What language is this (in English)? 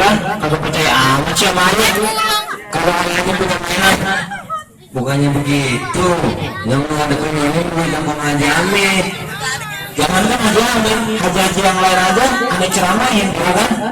Betawi